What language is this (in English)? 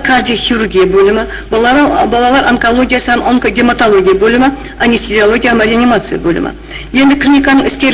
Kara-Kalpak